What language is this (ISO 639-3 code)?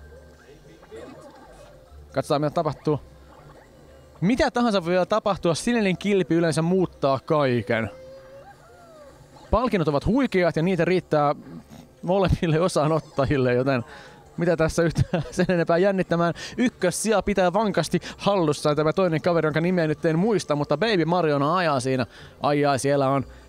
fin